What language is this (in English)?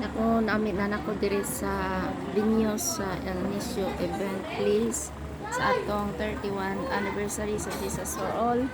Cebuano